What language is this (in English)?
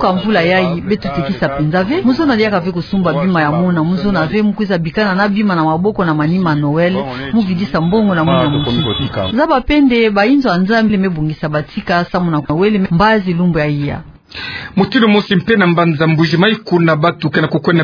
Kituba (Democratic Republic of Congo)